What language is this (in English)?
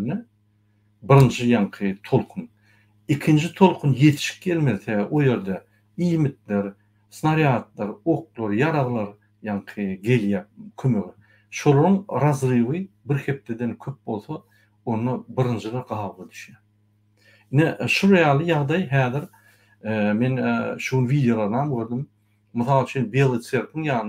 Turkmen